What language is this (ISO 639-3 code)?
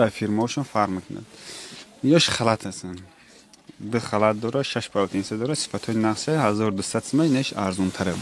tgk